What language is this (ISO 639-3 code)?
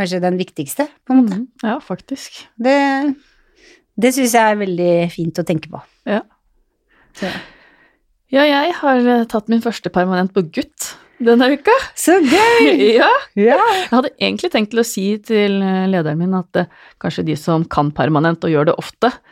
nor